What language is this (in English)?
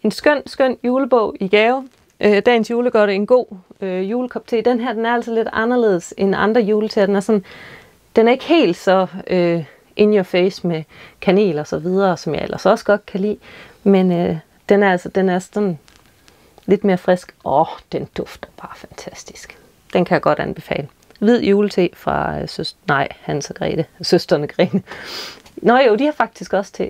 Danish